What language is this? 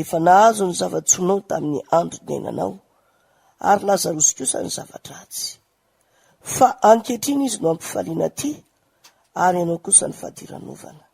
Malagasy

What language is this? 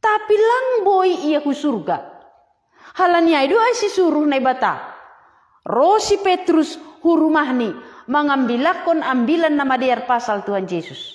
Batak Simalungun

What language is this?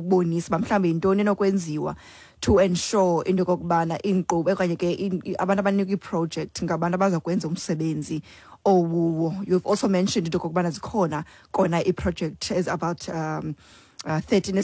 Xhosa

